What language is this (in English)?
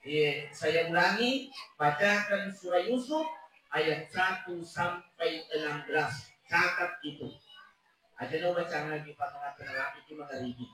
Buginese